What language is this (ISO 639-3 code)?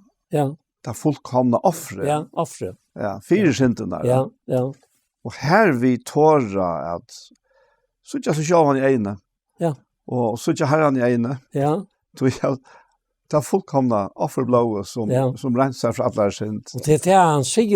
fao